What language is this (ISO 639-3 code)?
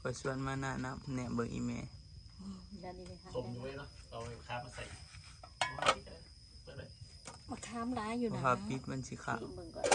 tts